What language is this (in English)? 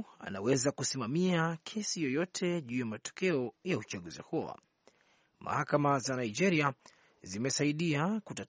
Swahili